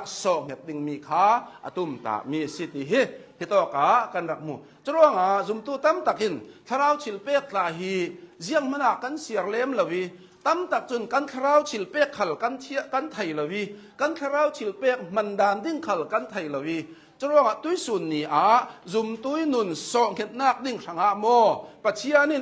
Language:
Hakha Chin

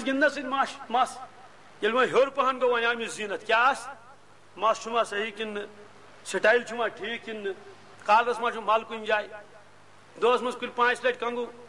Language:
Kashmiri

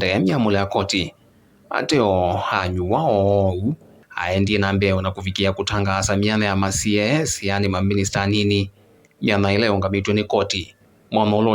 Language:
Kamba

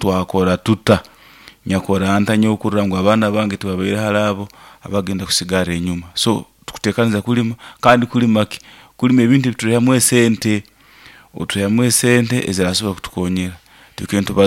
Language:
Nyoro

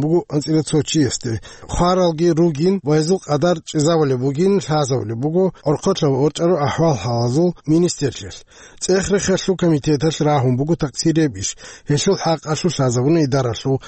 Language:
Avaric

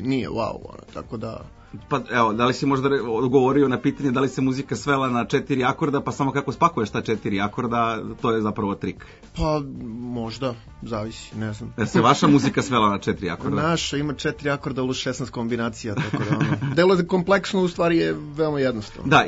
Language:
Serbian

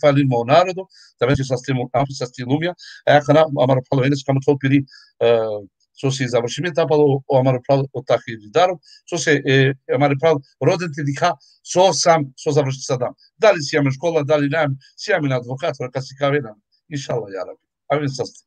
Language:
Balkan Romani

